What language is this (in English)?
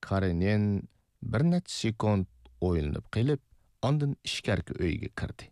Uyghur